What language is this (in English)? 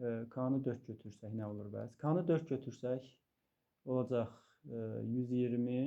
Azerbaijani